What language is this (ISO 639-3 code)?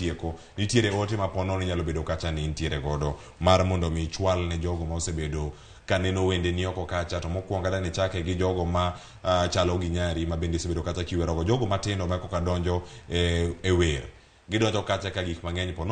luo